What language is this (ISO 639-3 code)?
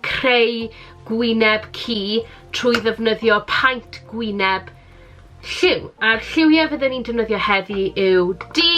cym